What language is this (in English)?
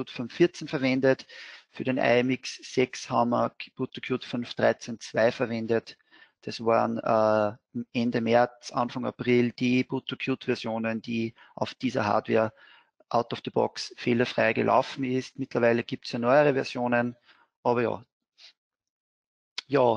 German